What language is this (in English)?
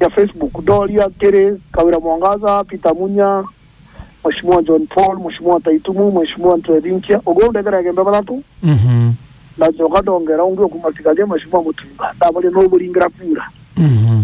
Meru